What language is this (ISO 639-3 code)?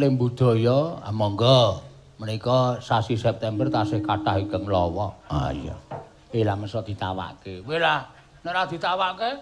jav